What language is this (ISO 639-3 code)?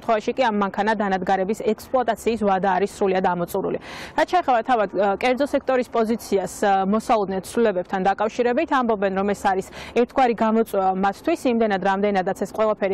kat